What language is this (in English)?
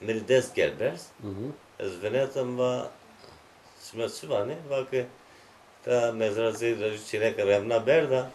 Zaza